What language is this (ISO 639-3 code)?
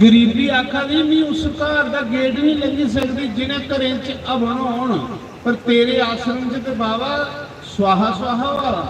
doi